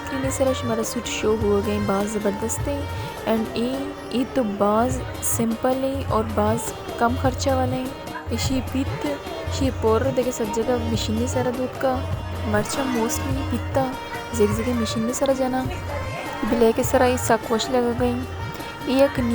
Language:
Baluchi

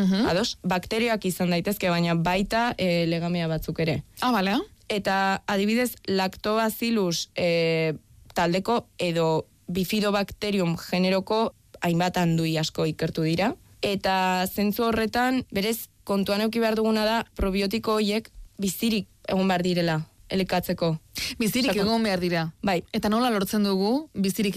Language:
Basque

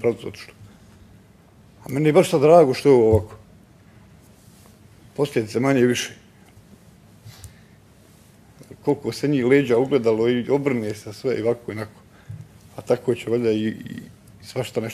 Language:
Bosnian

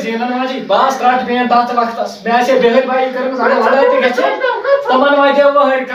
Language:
Kashmiri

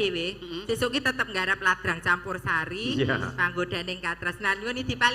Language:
Javanese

